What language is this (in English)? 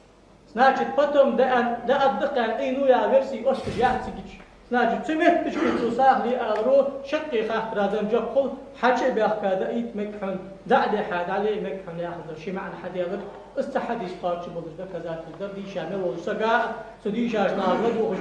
Ingush